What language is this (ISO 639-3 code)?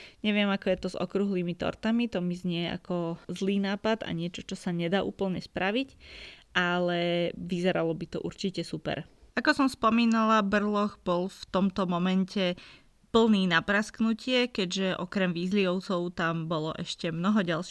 slk